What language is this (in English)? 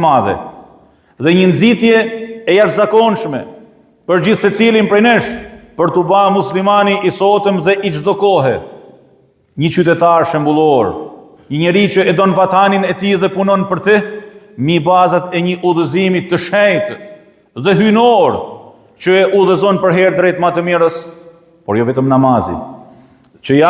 Albanian